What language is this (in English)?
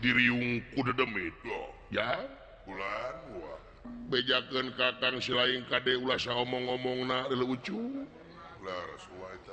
Sundanese